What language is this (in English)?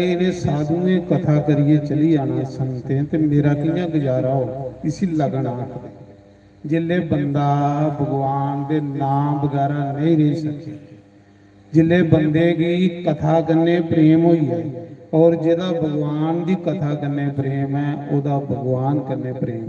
Dogri